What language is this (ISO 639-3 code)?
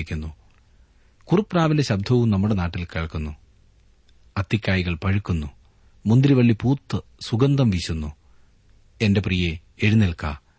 mal